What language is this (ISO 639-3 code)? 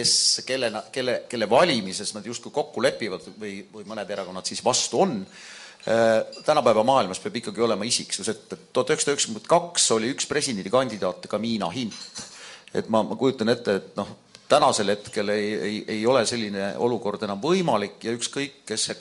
est